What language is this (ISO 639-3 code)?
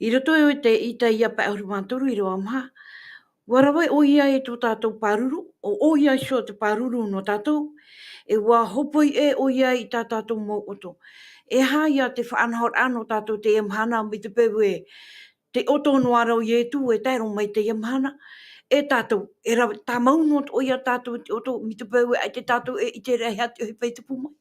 tah